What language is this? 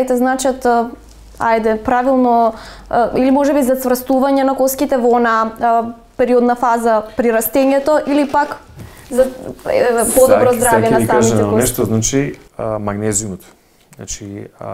Macedonian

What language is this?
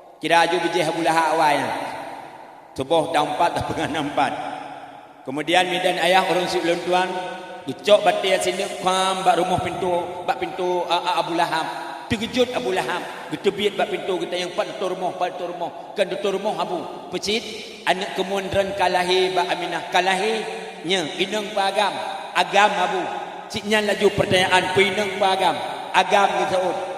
Achinese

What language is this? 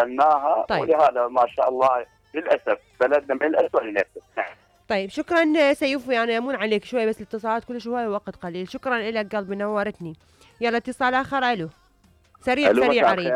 Mesopotamian Arabic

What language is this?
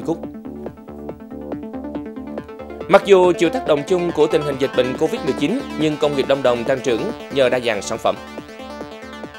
Vietnamese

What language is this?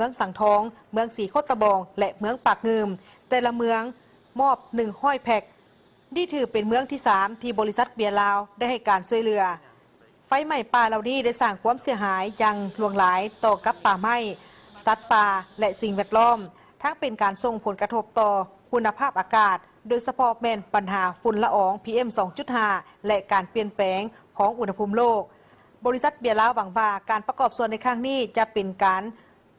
Lao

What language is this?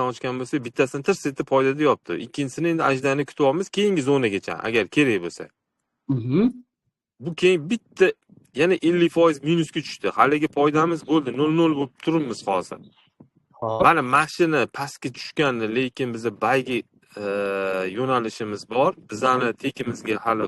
Uzbek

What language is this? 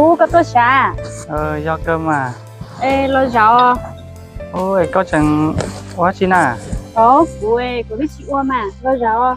Hmong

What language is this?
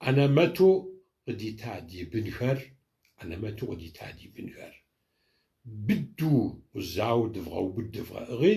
Kabardian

